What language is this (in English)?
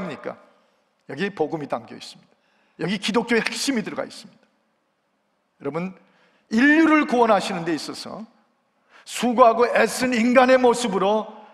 Korean